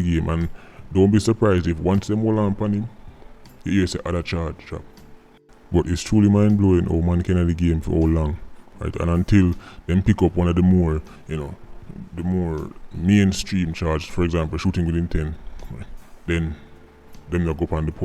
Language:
Jamaican Creole English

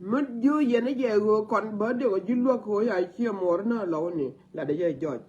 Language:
Nuer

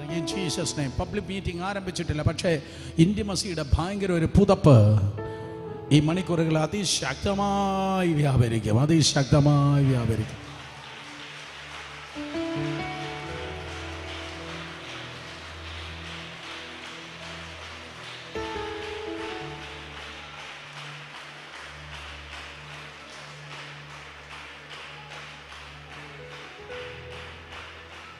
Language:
Malayalam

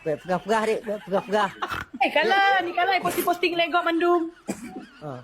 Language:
Achinese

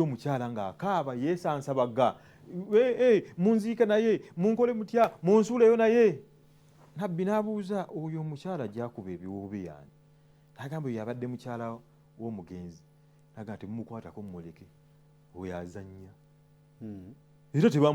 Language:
Ganda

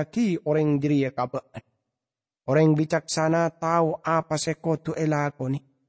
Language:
Madurese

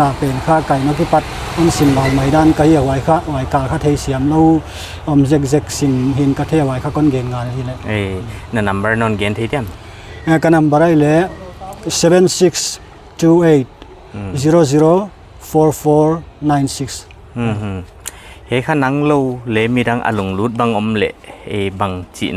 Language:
Paite Chin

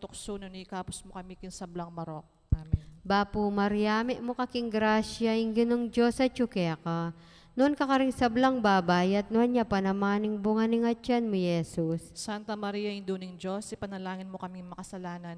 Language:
Pampanga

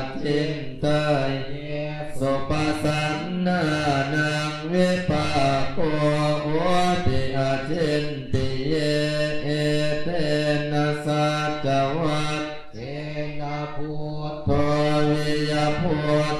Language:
Pali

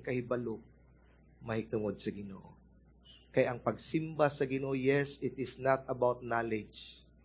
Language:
Cebuano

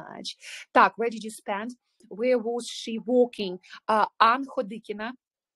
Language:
Ukrainian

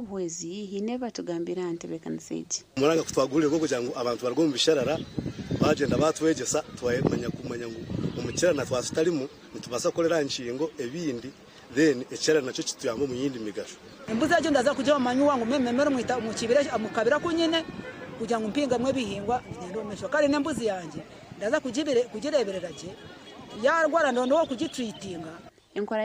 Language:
Nyankole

